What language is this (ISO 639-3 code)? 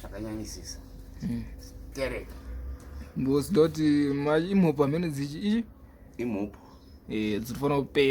sna